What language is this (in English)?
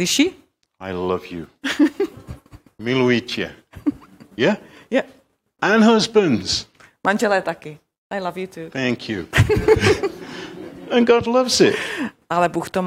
Czech